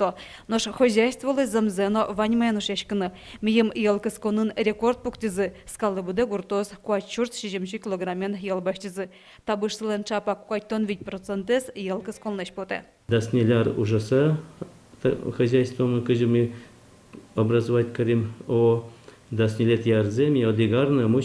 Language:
Udmurt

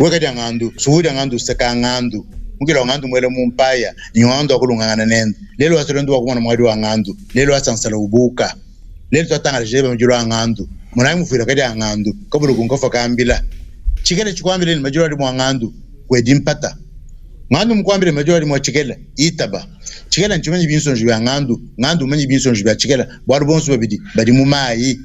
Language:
Luba-Lulua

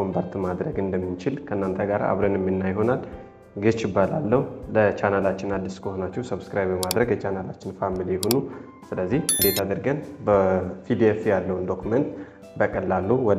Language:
Amharic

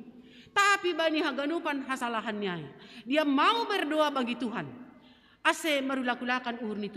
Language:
Batak Simalungun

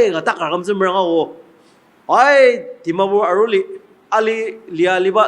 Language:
Ao Naga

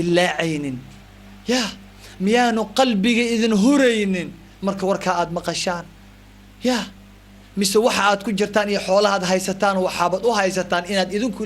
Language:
Somali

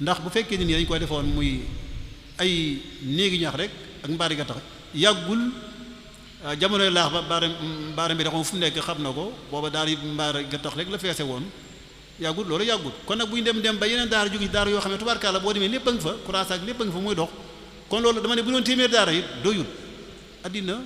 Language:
Wolof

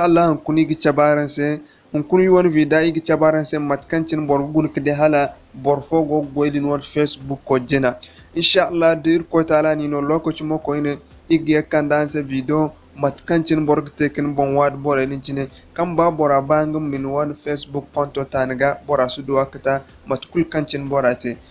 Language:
Zarma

